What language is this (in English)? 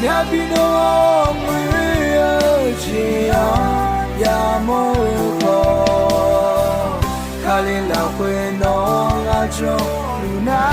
Akha